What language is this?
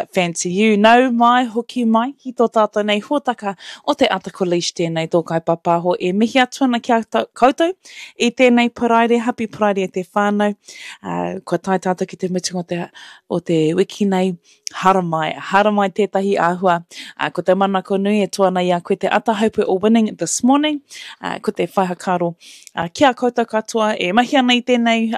Māori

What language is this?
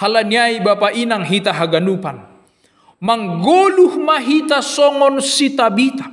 Batak Simalungun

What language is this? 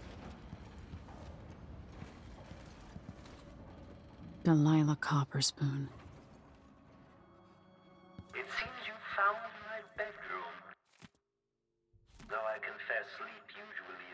English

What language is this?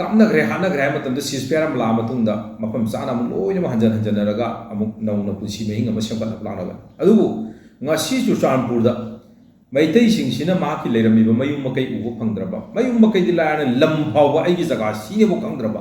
Manipuri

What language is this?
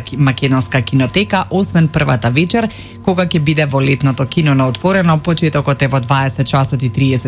Macedonian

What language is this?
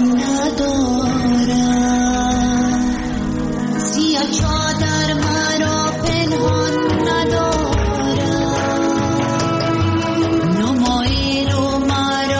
Persian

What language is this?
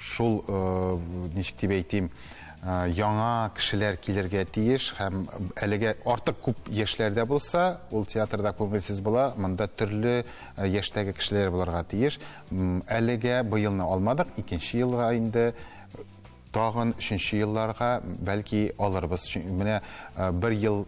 Tatar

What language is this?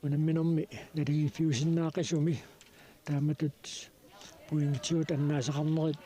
Kalaallisut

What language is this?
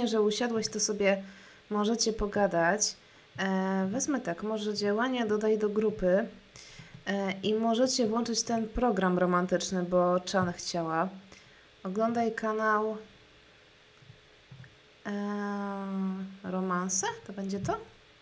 Polish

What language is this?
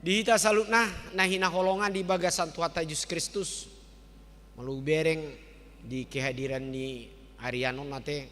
Batak Toba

